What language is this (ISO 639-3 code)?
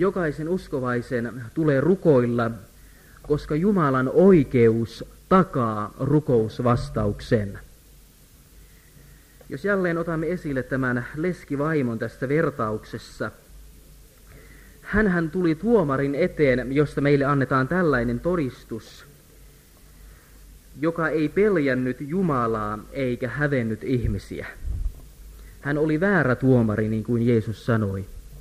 fin